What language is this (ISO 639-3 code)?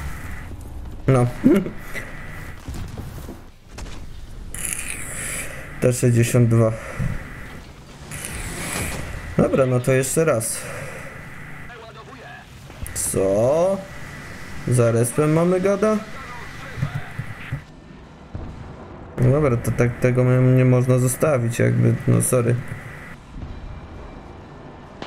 pol